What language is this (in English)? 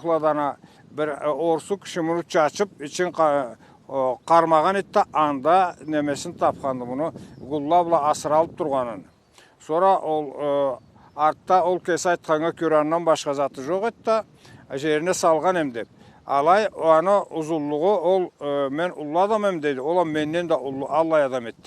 Karachay-Balkar